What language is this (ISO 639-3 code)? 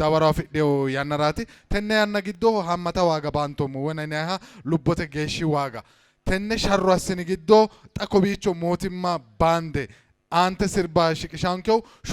sid